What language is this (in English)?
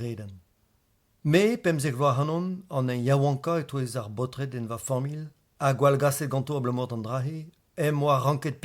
Breton